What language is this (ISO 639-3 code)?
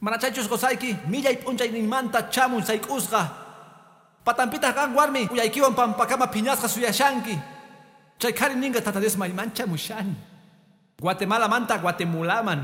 que